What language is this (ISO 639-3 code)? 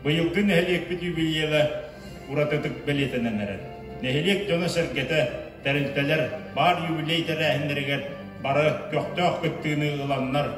sah